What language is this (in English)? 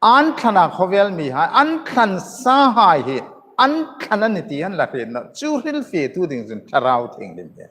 Hmar